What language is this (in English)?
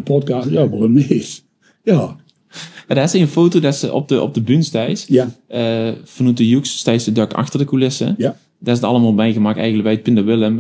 Limburgish